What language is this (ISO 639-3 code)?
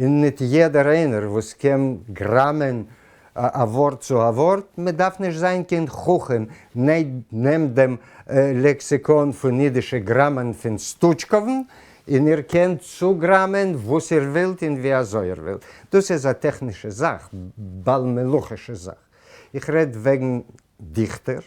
yid